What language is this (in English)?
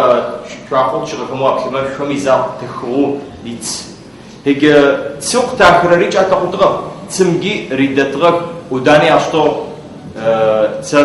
Adyghe